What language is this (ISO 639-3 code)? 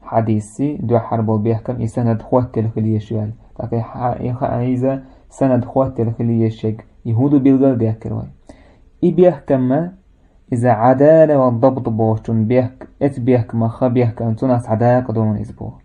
che